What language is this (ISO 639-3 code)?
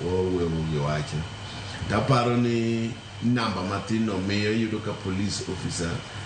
luo